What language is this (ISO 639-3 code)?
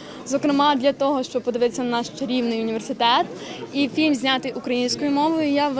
ukr